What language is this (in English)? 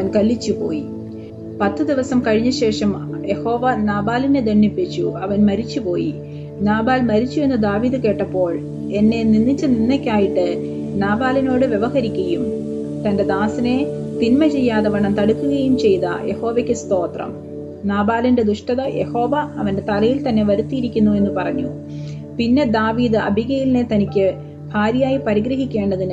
Malayalam